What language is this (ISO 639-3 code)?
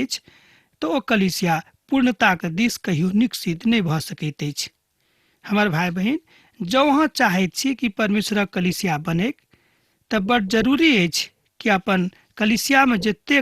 mai